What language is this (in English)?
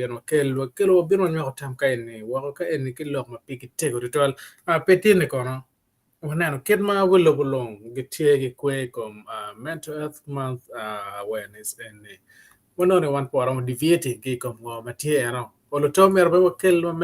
Acoli